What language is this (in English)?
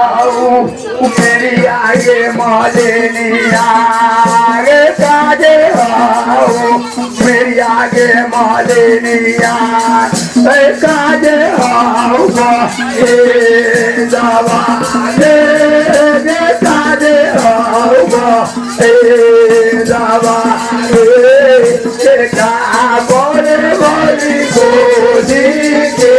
Maithili